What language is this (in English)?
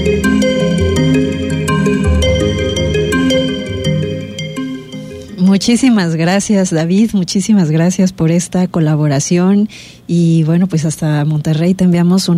Spanish